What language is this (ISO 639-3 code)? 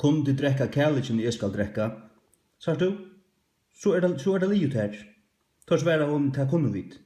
fao